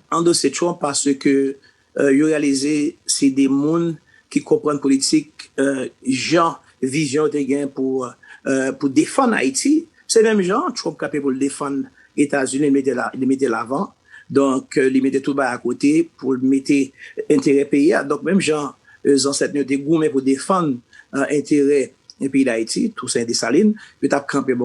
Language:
Haitian Creole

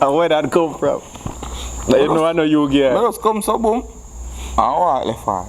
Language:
Jamaican Creole English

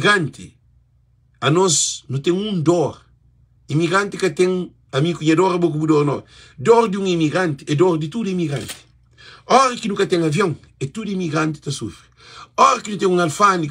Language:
Kabuverdianu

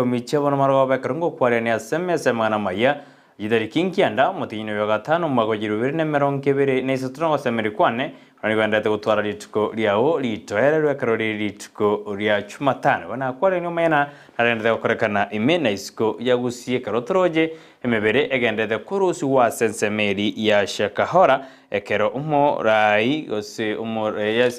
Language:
Gusii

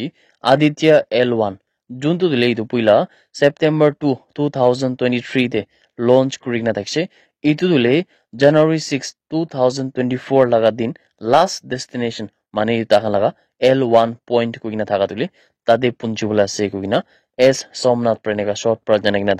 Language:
Naga Pidgin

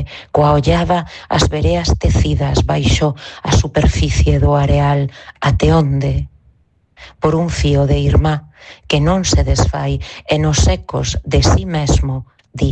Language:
Galician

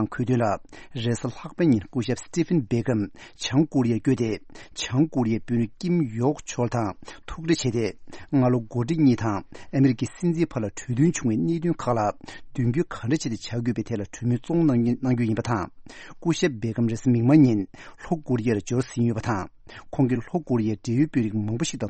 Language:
Tibetan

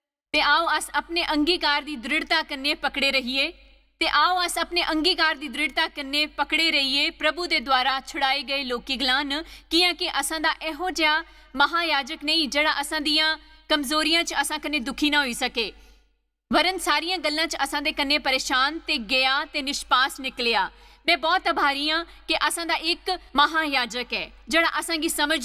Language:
Dogri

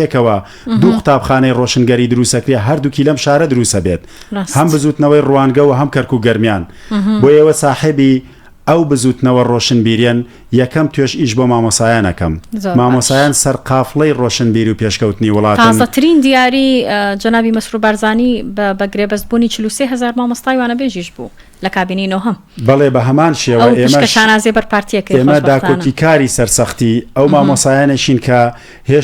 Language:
Central Kurdish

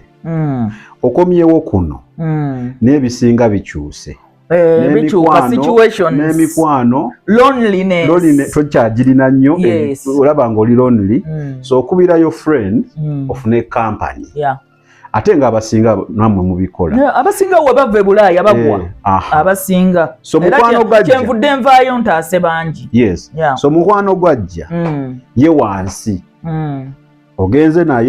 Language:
Ganda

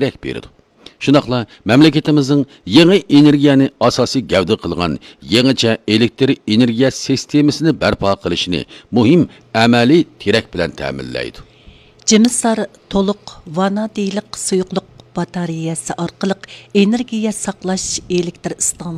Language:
Uyghur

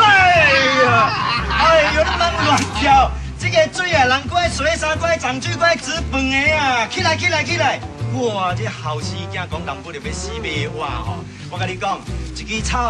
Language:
Min Nan Chinese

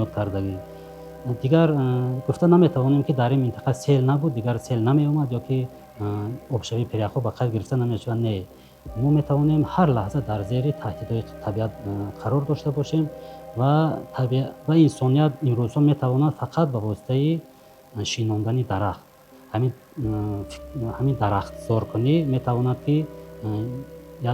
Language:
Tajik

